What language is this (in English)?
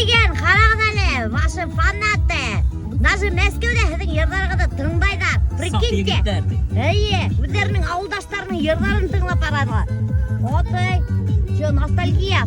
Bashkir